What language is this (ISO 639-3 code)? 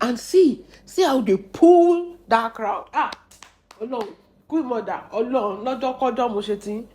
yor